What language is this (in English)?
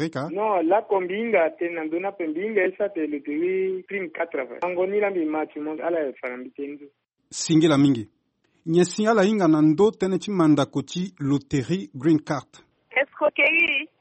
Sango